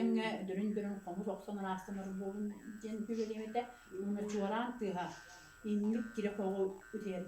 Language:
Yakut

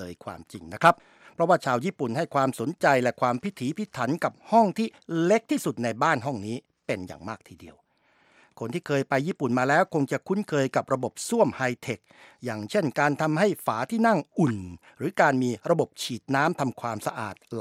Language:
Thai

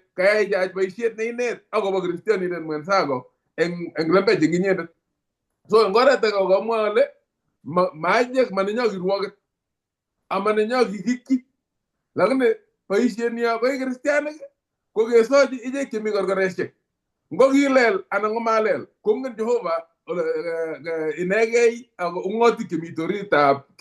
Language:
Kalenjin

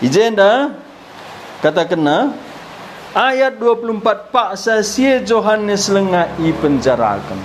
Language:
Batak Karo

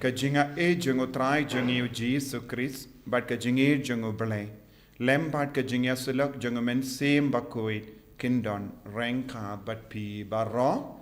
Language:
Khasi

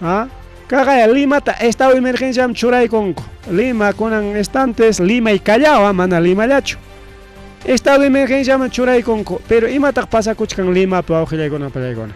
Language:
Ayacucho Quechua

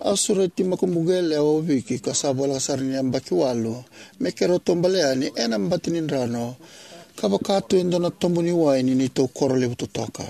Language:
Fijian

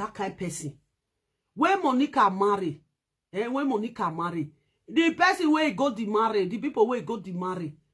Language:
Nigerian Pidgin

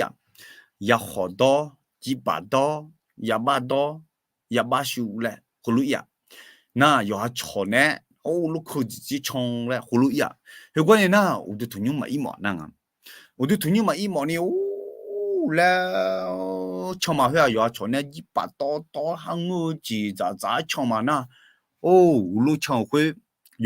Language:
Akha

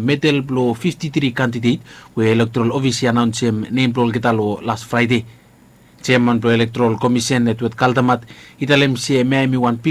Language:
Bislama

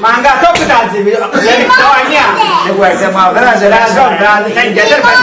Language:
Zaza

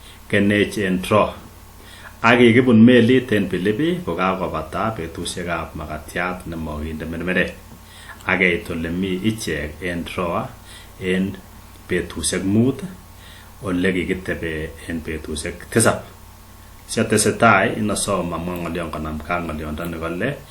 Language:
Kalenjin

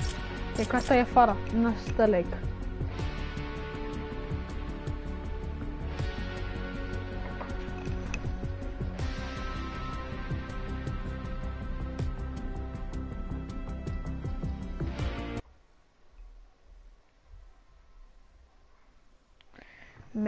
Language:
Icelandic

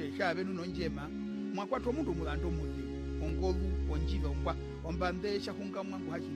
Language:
Herero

